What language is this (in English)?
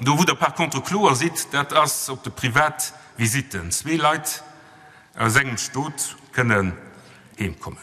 Luxembourgish